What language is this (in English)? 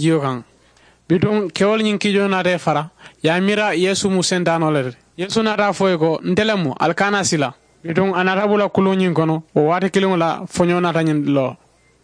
Mandingo